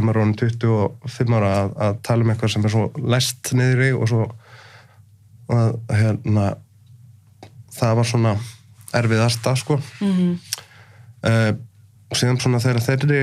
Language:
Icelandic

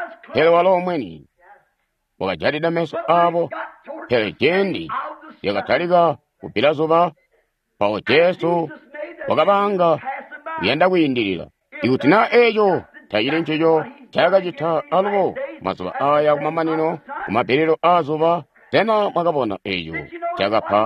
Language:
Tonga (Zambia)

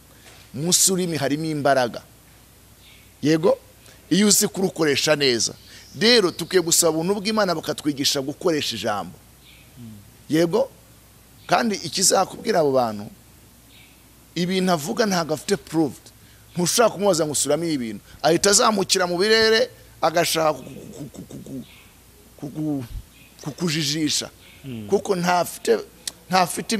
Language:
Kinyarwanda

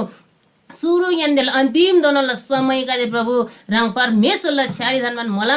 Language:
Eastern Tamang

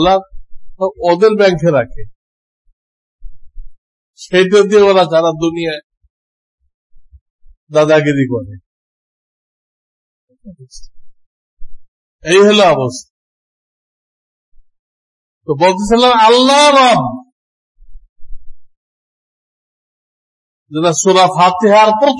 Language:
Bangla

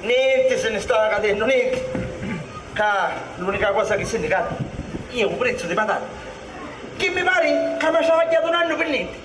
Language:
Sicilian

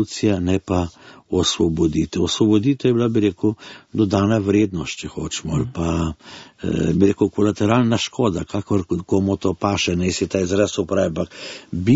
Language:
Slovenian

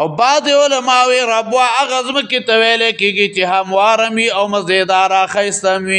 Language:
Pashto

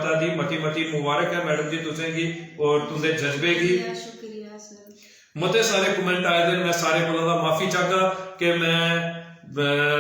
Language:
Dogri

